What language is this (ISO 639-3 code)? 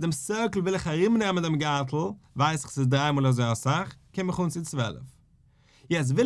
yid